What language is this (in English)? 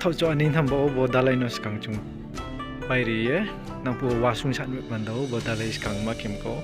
Riang (India)